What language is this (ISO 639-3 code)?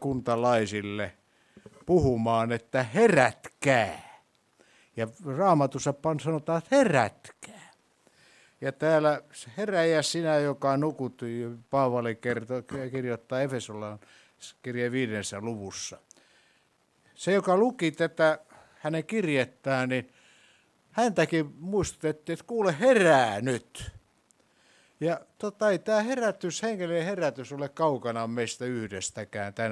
fin